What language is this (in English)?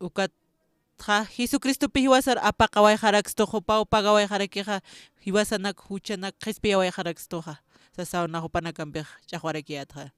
Aymara